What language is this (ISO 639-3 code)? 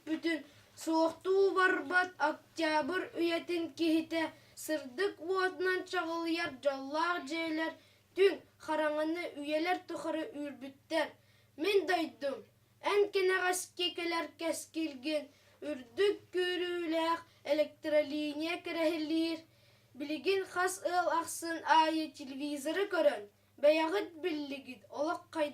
sah